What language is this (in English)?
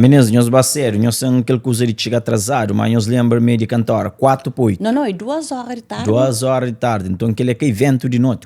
Kabuverdianu